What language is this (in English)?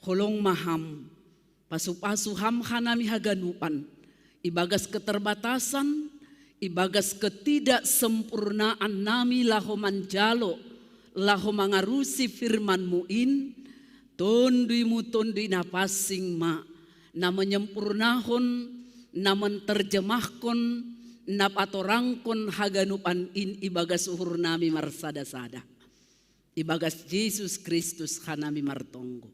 Batak Simalungun